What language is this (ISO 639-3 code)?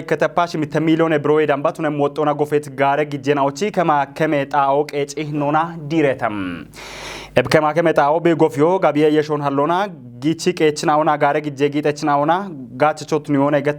kbr